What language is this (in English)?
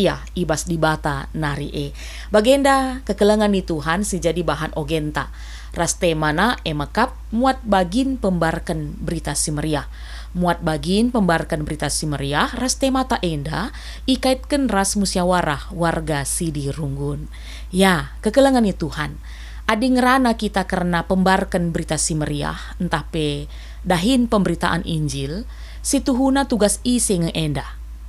Batak Karo